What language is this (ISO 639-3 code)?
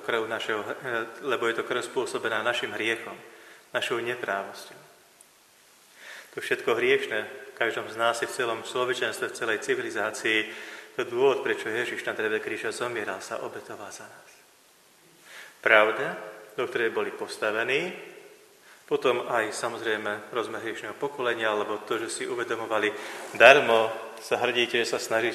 slk